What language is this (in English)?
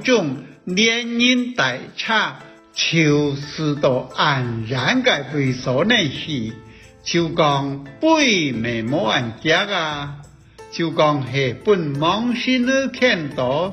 Hakka Chinese